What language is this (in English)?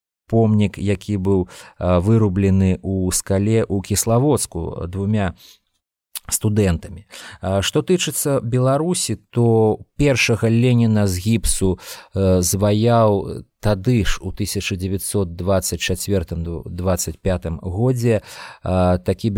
Belarusian